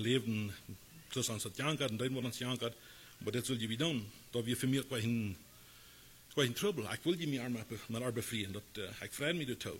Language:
Plautdietsch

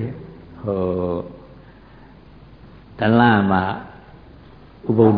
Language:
Burmese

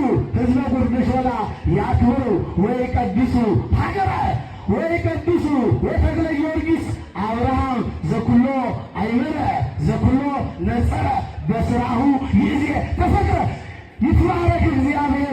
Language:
Amharic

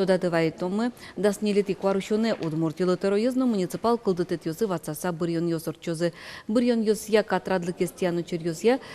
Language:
Udmurt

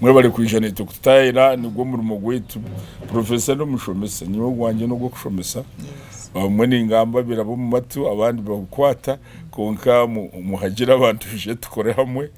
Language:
Nyankole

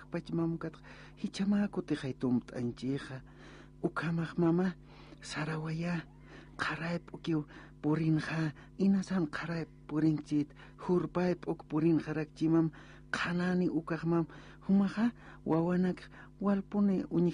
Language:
Aymara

